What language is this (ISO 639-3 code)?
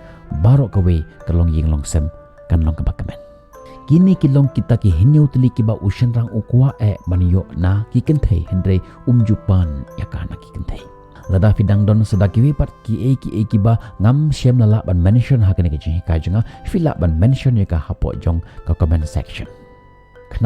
kha